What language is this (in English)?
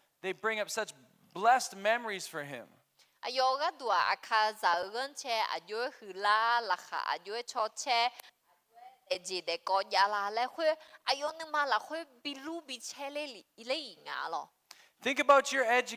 Akha